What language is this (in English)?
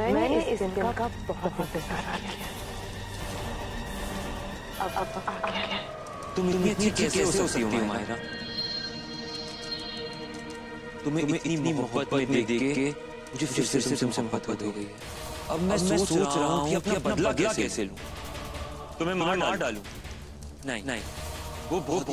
Hindi